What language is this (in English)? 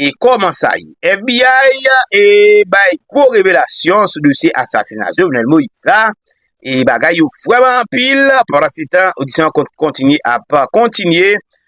Haitian Creole